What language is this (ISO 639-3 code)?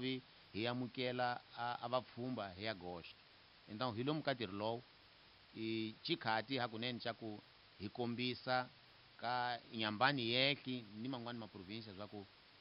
tso